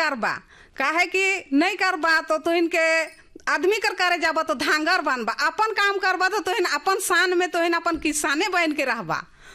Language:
Bhojpuri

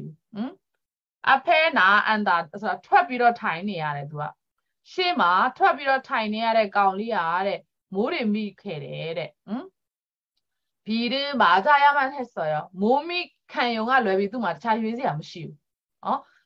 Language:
Burmese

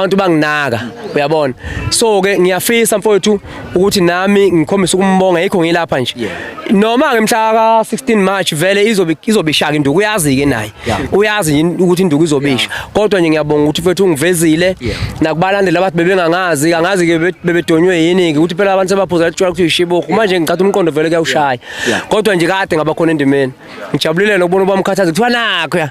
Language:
Zulu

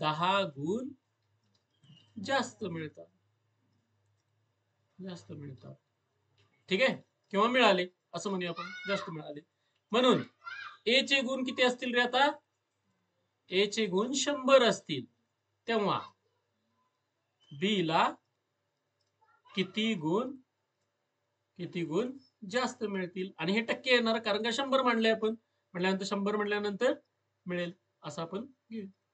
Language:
Marathi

